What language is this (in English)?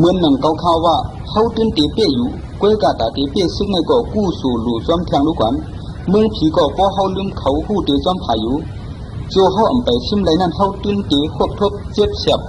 Shan